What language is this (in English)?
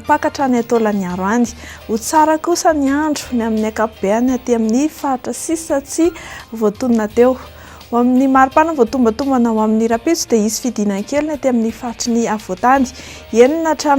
Malagasy